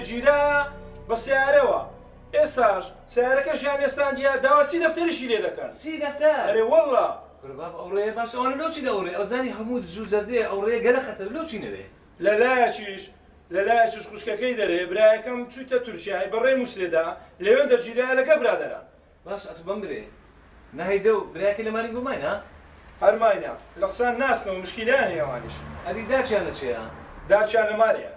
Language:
Central Kurdish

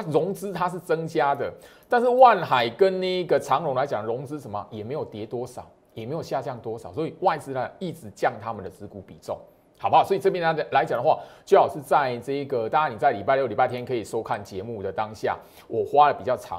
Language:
Chinese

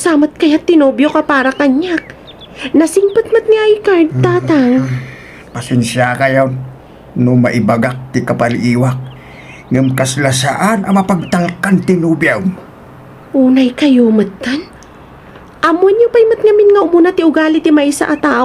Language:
Iloko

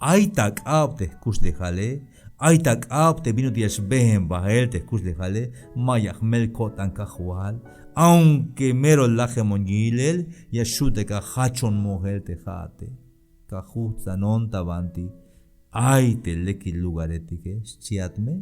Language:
Tzeltal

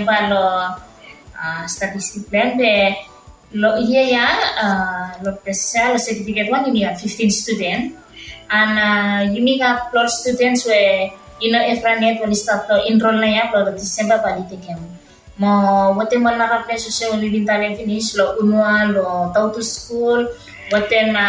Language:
Bislama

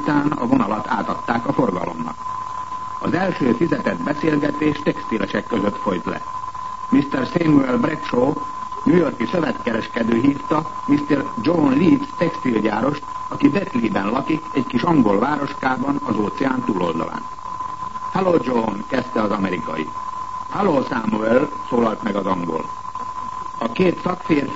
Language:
Hungarian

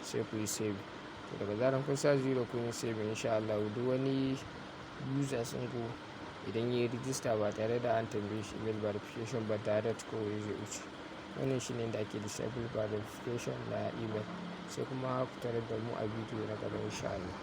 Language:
Hausa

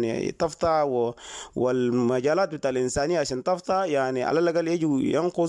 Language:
Sudanese Arabic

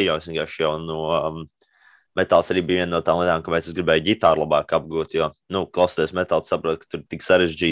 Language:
Latvian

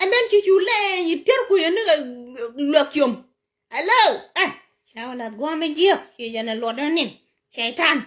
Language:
Nuer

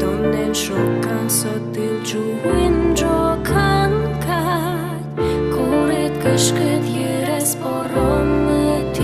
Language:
Udmurt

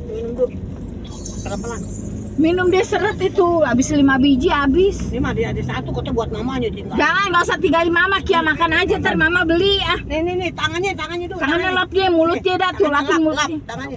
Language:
Betawi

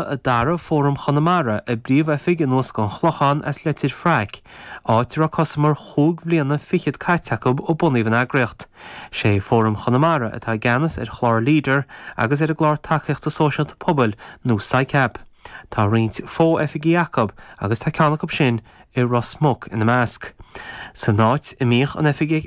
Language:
Irish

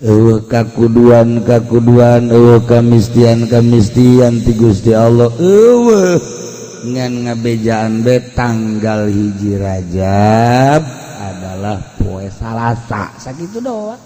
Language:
Sundanese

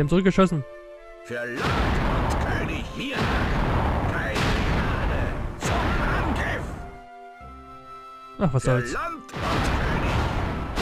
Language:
German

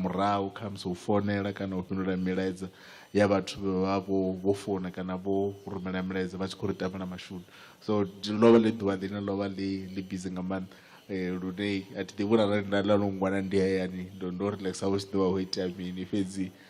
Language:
Venda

